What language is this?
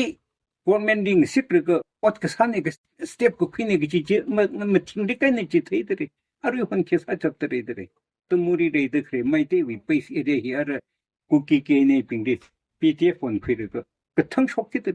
Tangkhul Naga (India)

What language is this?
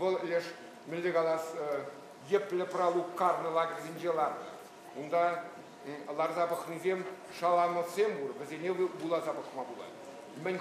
Chuvash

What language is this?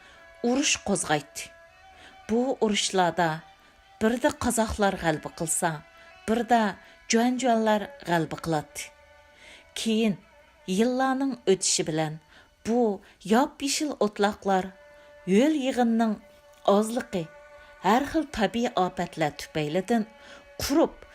Uyghur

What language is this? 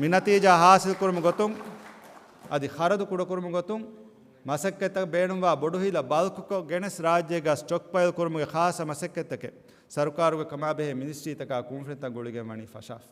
Divehi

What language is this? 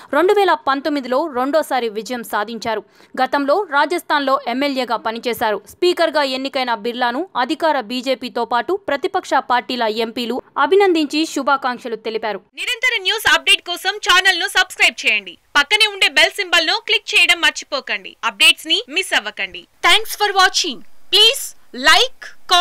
Telugu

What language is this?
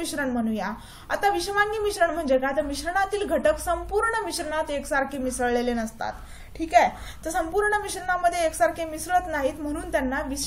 Marathi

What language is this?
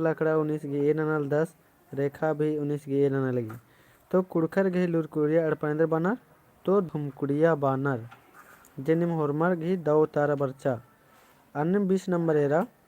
Kurukh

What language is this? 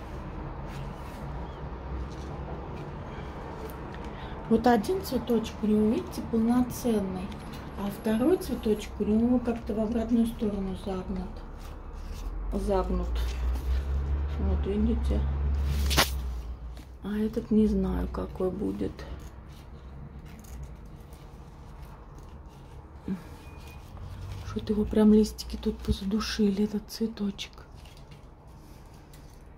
Russian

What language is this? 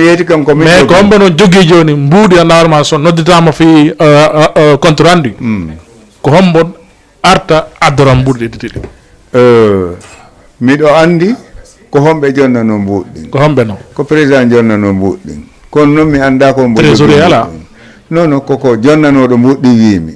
Fula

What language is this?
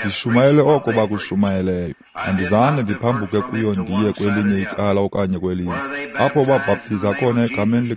Xhosa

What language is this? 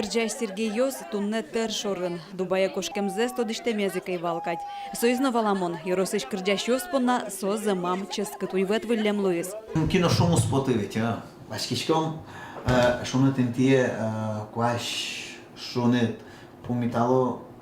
Udmurt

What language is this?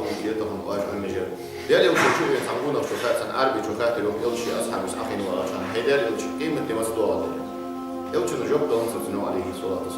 Ingush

